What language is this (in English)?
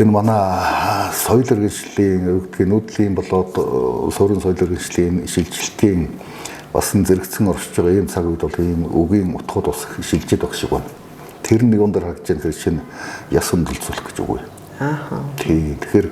Mongolian